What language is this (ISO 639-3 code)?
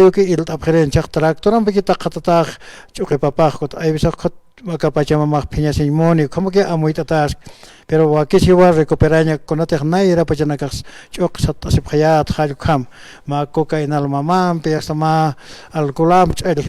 aym